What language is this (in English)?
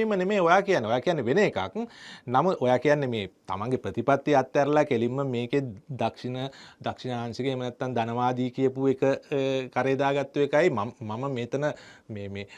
Sinhala